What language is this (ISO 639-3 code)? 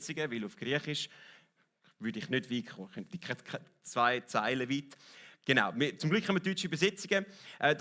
gsw